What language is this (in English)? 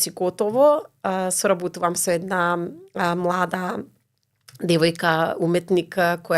Macedonian